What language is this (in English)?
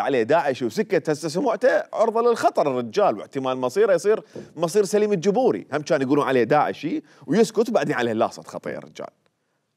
Mesopotamian Arabic